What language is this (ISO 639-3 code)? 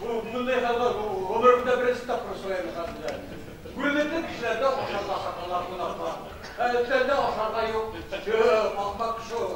bak